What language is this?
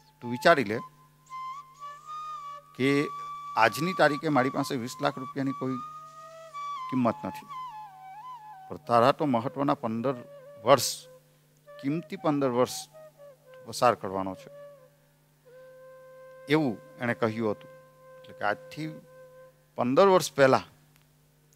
Gujarati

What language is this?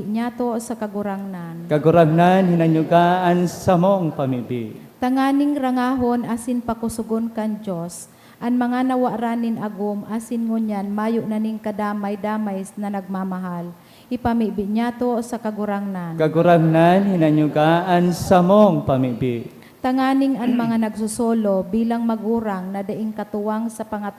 Bikol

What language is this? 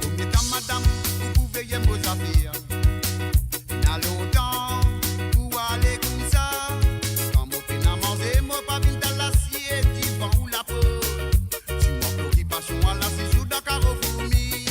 Morisyen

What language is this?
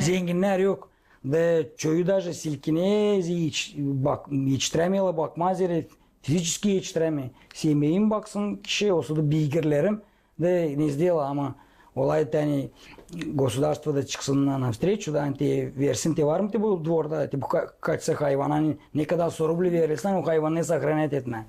Gagauz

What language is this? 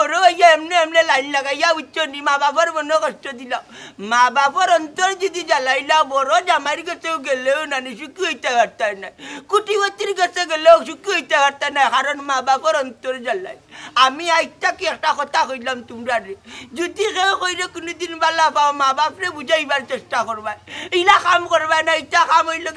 Sylheti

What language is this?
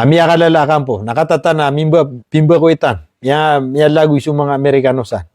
Maranao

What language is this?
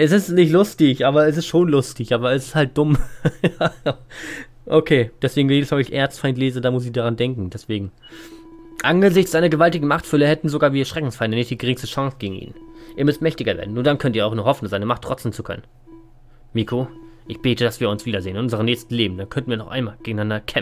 German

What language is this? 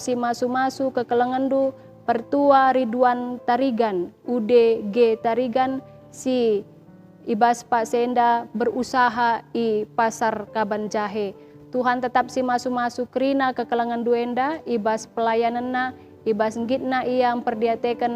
Batak Karo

